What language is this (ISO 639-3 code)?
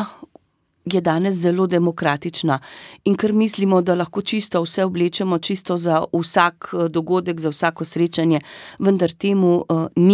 slv